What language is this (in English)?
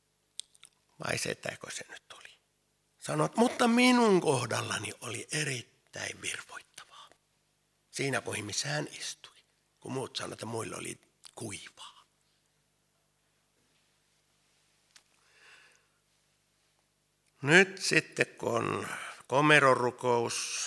Finnish